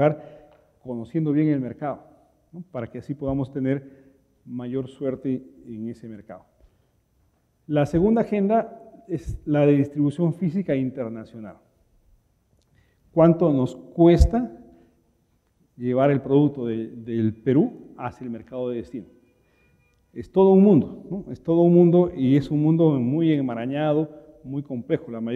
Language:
Spanish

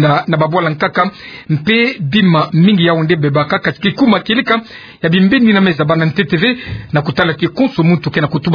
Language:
Kituba (Democratic Republic of Congo)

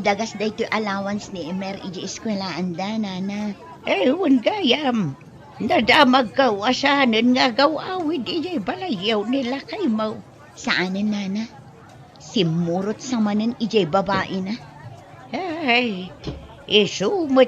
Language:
Iloko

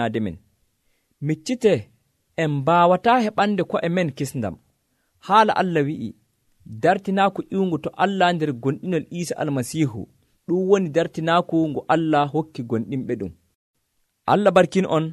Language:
Nigerian Fulfulde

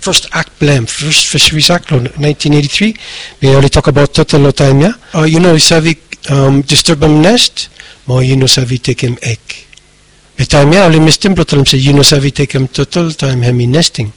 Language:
Bislama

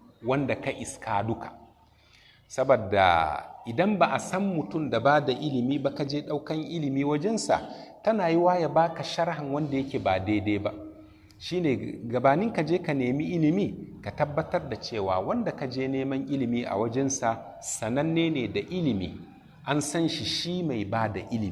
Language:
Hausa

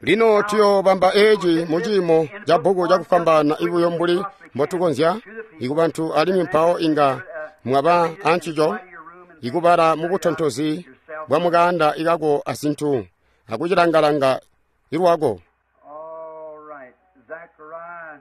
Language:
Tonga (Zambia)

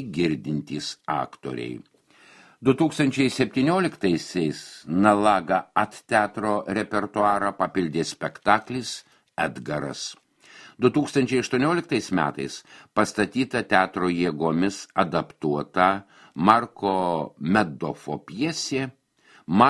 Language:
Lithuanian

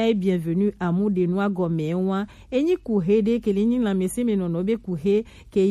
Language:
Gen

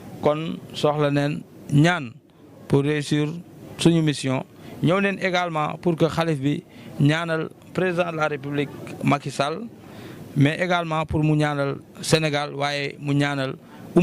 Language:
Wolof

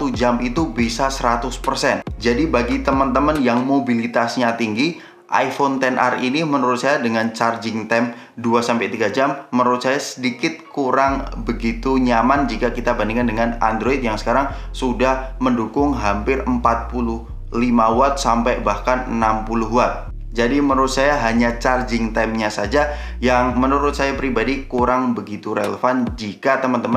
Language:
Indonesian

